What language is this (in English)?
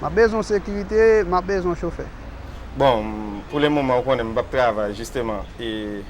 Haitian Creole